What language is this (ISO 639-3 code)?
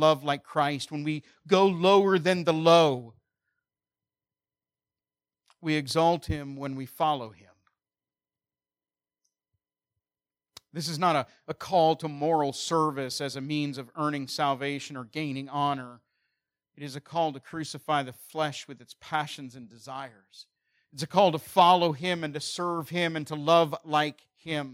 eng